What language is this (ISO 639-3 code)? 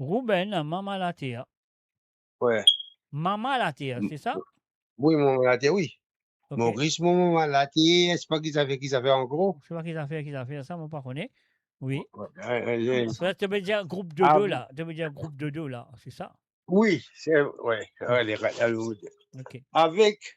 mfe